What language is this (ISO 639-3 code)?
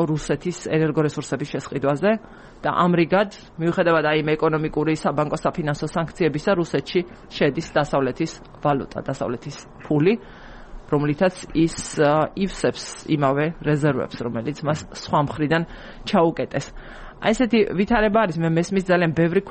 kat